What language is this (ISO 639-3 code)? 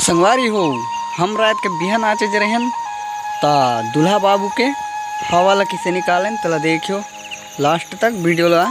hne